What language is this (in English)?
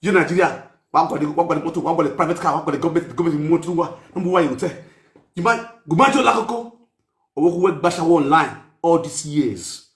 Nigerian Pidgin